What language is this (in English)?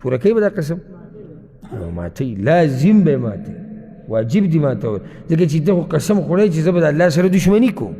Pashto